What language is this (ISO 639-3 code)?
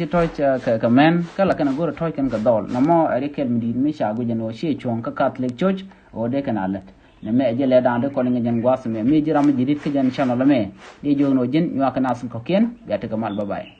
nus